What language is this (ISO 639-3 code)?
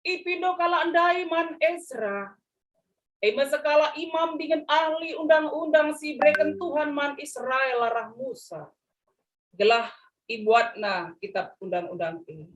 btx